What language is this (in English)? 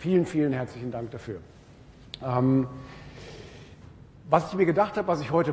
German